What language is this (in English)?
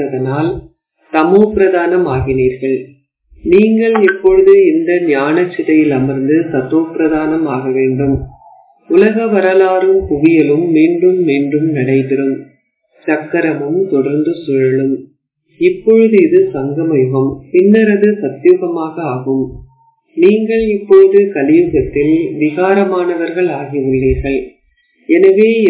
Tamil